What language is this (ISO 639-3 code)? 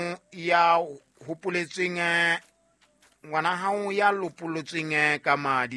sot